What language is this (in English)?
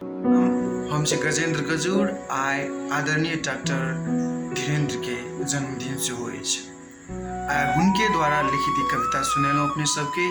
Maithili